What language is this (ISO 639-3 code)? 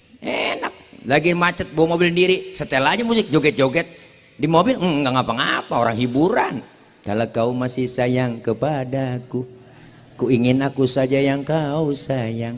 bew